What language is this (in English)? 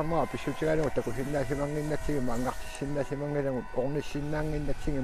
Kalaallisut